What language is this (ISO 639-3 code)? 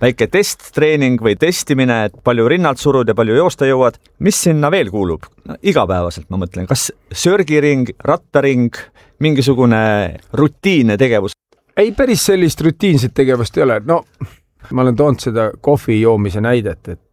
est